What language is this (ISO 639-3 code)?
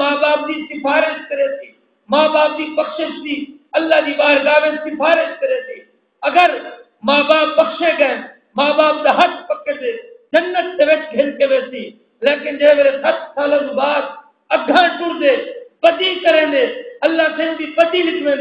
skr